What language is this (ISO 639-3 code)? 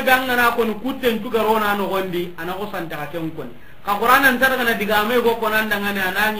snk